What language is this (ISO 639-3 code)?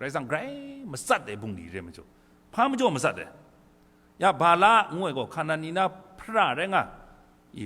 kac